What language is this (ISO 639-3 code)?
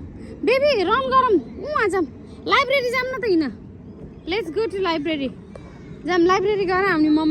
nep